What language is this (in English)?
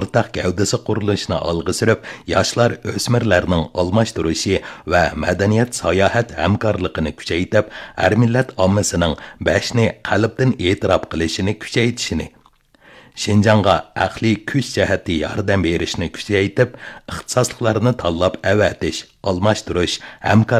Uyghur